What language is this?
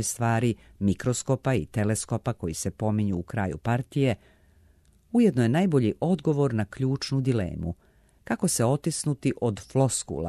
Serbian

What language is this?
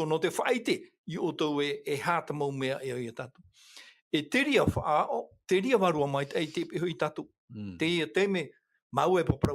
Tahitian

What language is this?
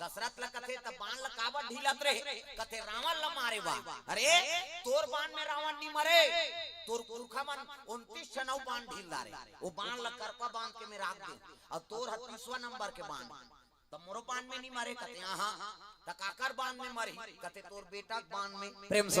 Chhattisgarhi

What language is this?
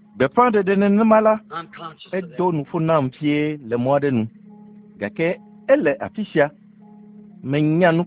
Ewe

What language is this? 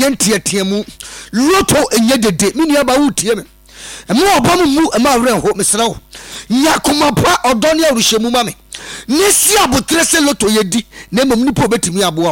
Akan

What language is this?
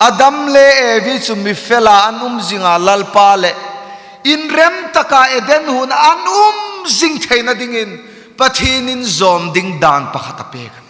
Hmar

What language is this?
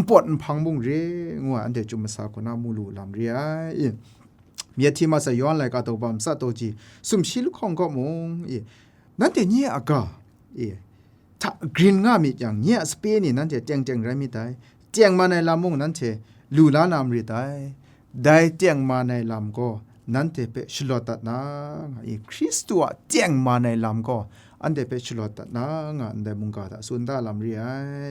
Kachin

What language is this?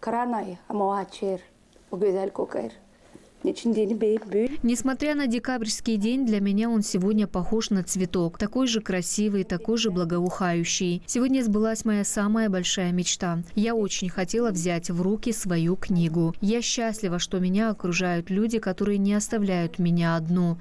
Gagauz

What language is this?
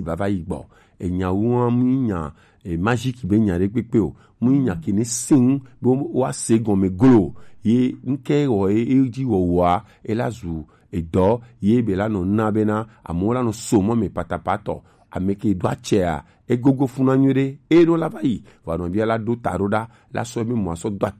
Gen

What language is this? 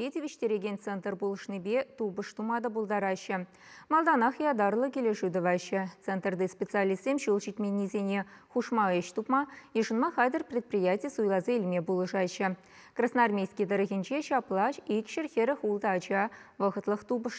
Chuvash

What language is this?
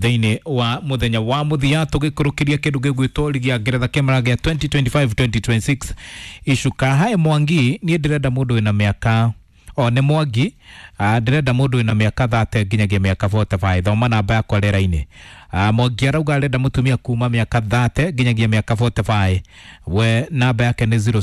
Kikuyu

